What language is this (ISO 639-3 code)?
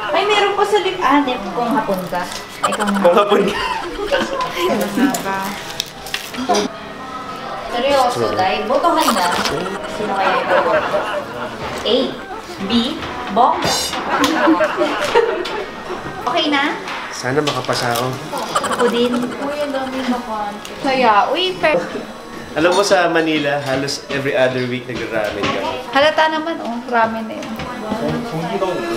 fil